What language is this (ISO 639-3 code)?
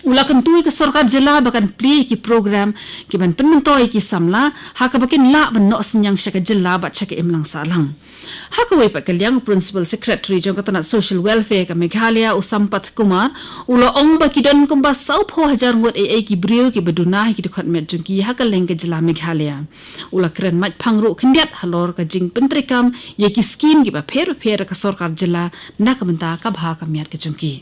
kha